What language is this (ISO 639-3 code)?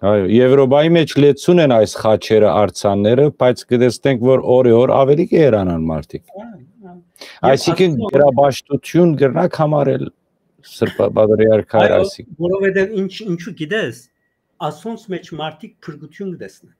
hyw